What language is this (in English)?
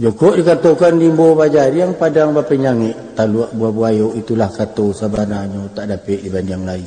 Minangkabau